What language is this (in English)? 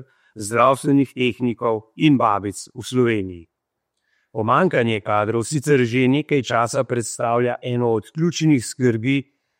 Slovenian